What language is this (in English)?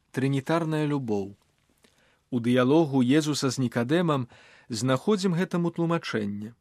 Belarusian